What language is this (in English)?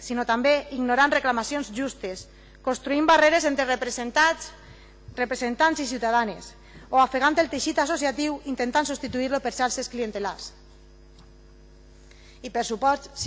Catalan